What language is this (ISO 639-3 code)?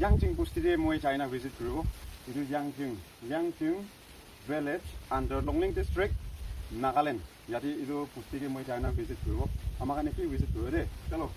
nag